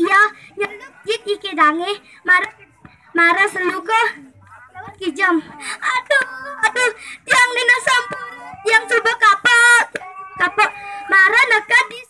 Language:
Balinese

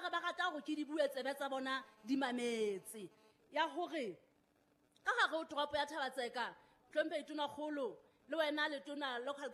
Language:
Southern Sotho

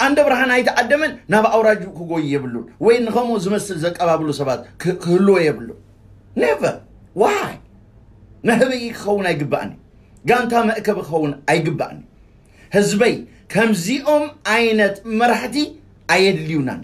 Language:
Tigrinya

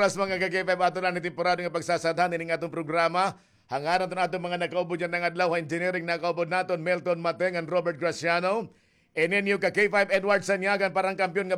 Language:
Waray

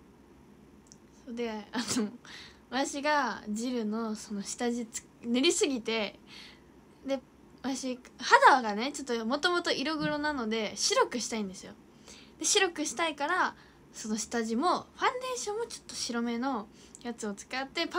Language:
Japanese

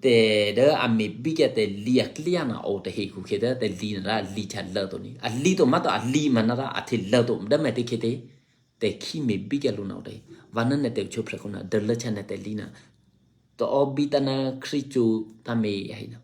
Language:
Eastern Kayah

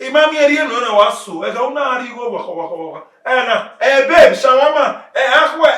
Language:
Bini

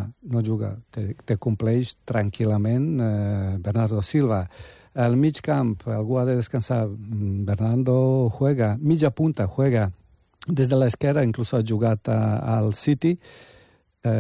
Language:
Catalan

